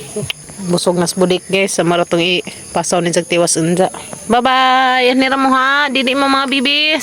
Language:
Cebuano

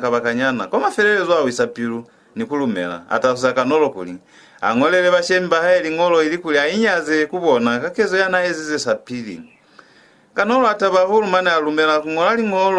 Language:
Lozi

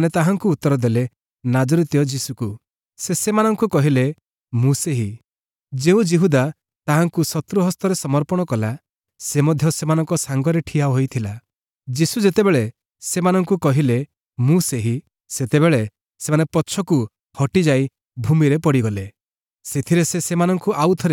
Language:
Odia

